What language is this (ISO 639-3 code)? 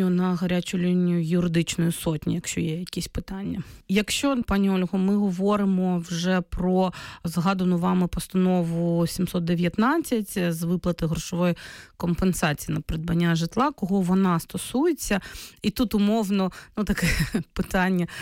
ukr